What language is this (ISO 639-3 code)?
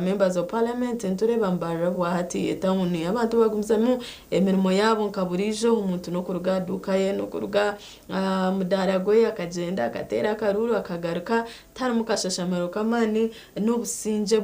nyn